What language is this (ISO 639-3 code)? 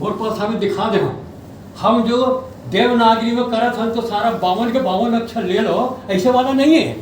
hne